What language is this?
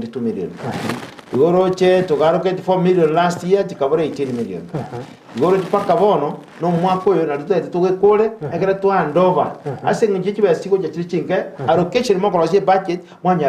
Gusii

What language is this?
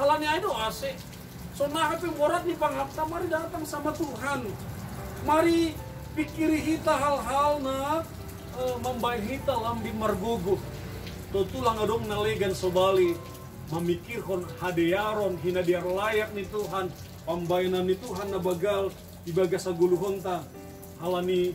Batak Simalungun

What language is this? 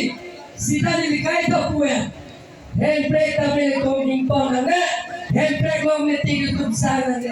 Karbi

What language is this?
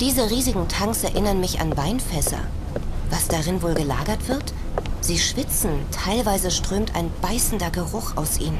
Bavarian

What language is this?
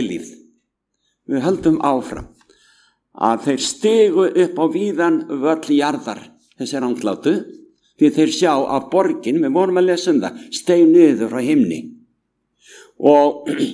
Icelandic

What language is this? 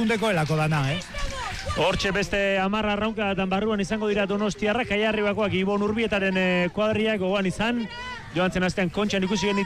Basque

